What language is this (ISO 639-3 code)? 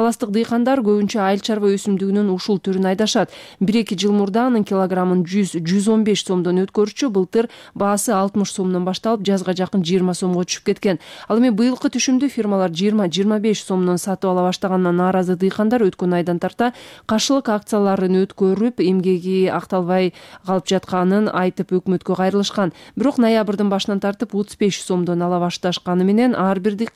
kir